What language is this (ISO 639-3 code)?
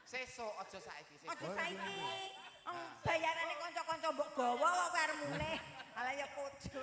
jav